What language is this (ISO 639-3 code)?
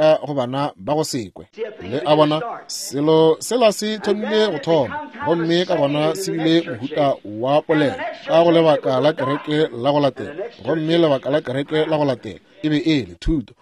nso